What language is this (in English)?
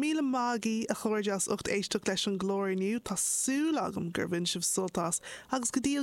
Irish